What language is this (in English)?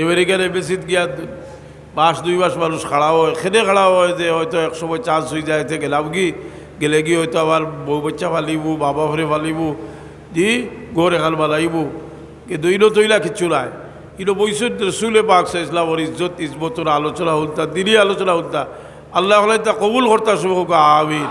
Sylheti